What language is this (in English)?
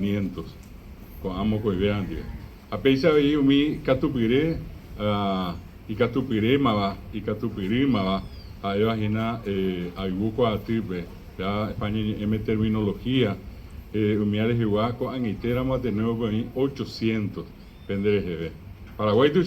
Guarani